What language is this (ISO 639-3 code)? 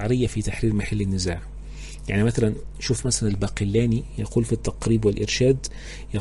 arz